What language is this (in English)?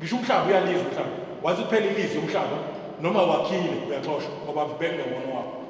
Zulu